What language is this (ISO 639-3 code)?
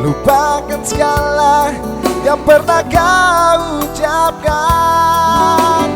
abs